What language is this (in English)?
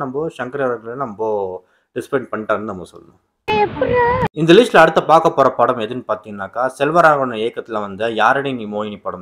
Tamil